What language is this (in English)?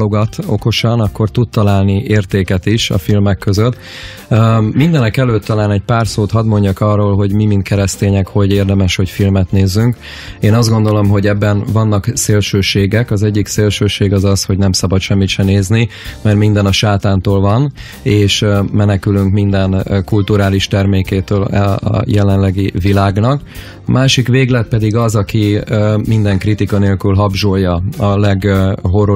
Hungarian